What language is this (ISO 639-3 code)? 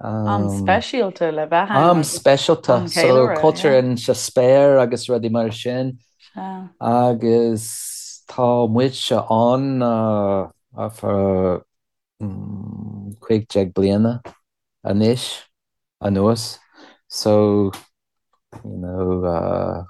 gle